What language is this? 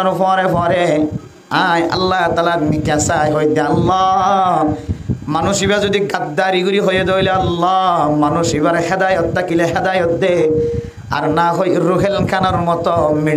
Rohingya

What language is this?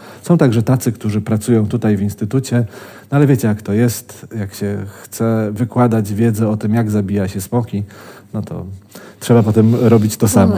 Polish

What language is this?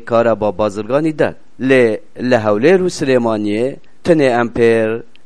Kurdish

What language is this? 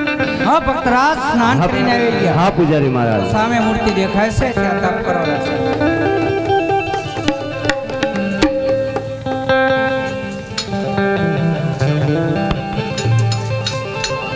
Gujarati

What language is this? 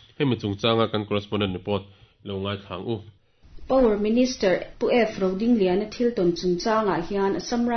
Mizo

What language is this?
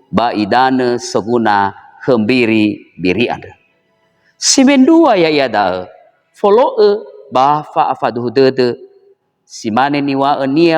Nias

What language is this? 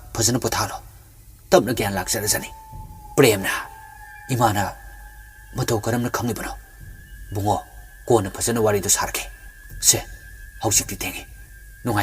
Manipuri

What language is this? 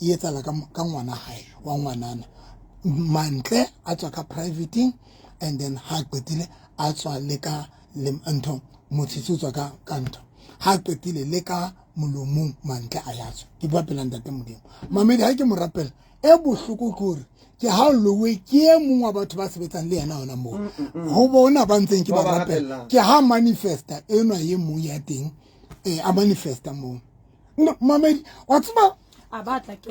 Southern Sotho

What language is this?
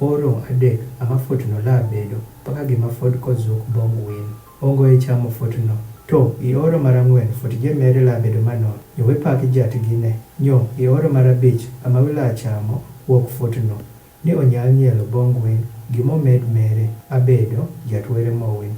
Adhola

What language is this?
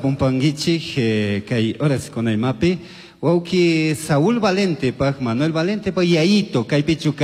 Chimborazo Highland Quichua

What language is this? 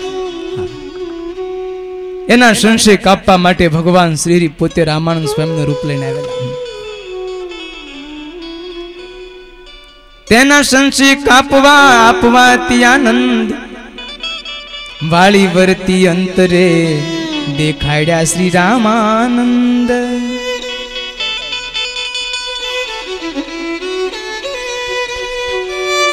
Gujarati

